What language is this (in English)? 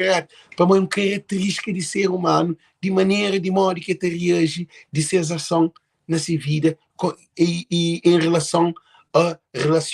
Kabuverdianu